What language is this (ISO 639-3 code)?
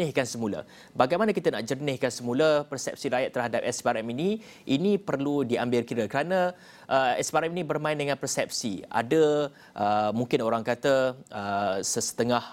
msa